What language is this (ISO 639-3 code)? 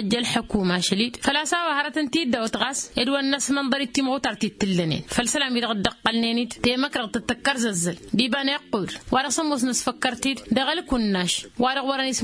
taq